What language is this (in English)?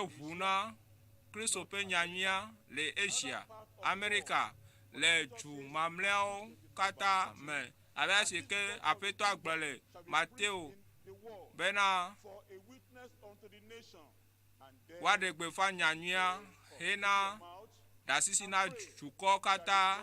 Ewe